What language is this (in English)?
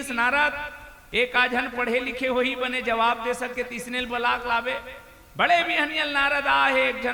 Chhattisgarhi